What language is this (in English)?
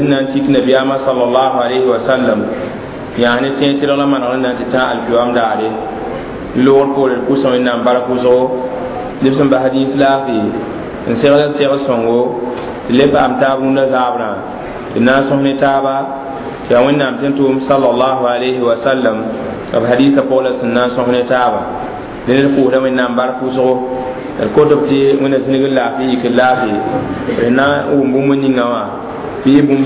Mossi